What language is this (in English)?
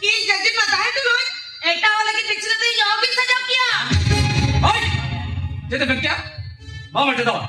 Santali